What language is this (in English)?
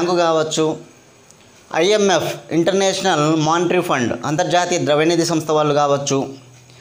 Telugu